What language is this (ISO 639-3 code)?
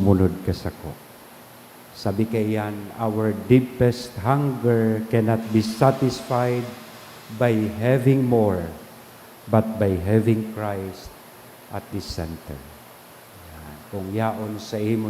bik